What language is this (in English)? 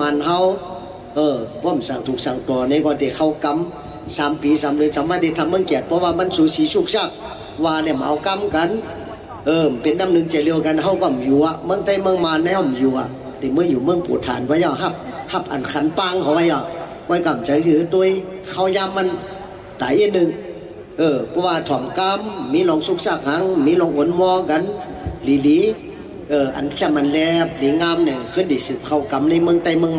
Shan